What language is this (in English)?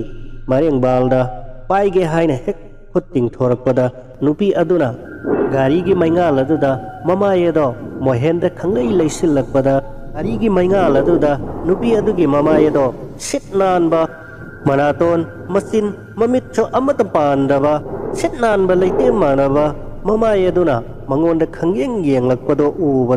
Manipuri